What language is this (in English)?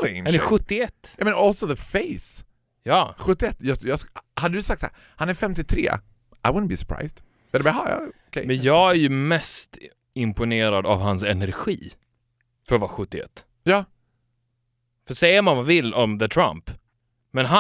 Swedish